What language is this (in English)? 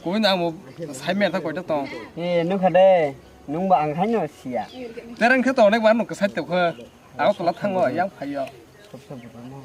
Kok Borok